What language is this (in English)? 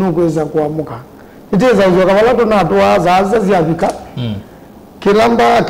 Kamba